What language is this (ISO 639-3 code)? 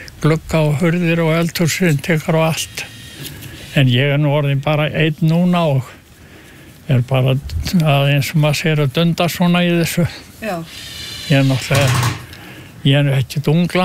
isl